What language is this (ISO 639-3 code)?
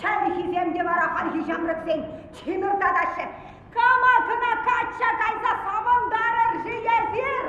chv